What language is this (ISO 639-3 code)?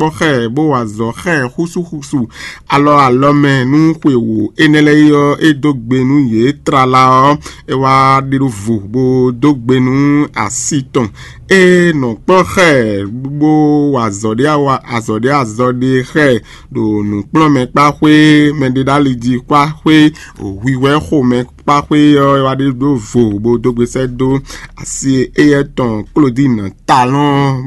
fon